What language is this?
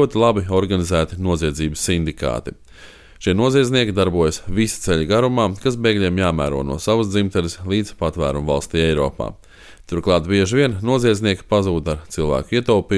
Latvian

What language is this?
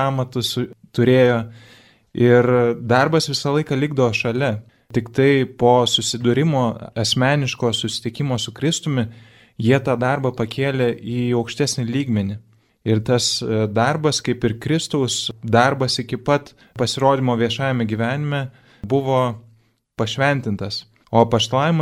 Lithuanian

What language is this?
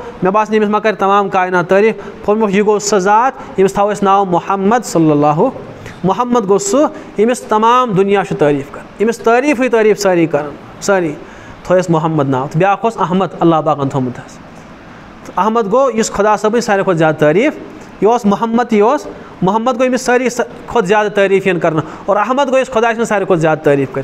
Kashmiri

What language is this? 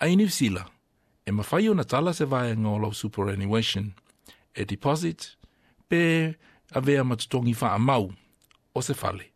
Samoan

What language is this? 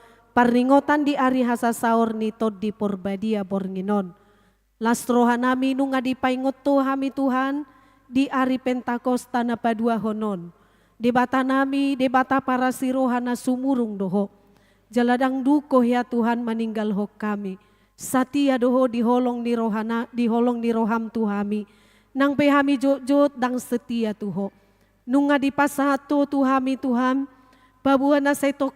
Batak Toba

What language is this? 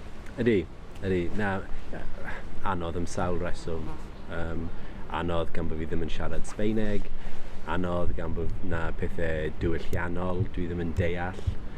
Welsh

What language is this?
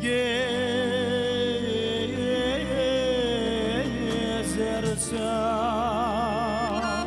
Crimean Tatar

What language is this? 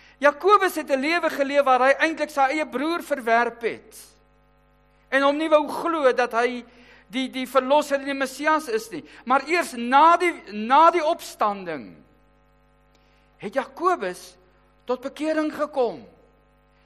Afrikaans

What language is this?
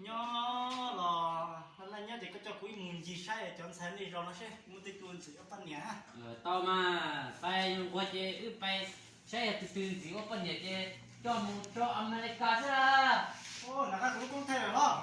Hmong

